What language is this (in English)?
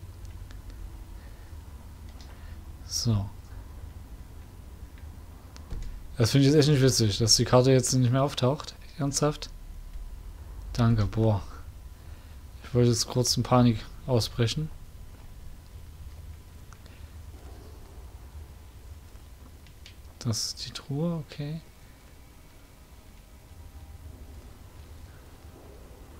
German